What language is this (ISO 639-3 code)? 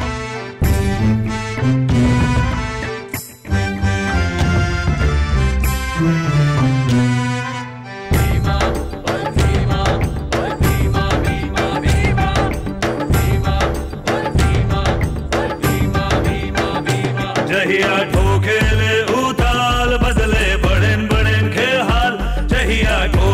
bho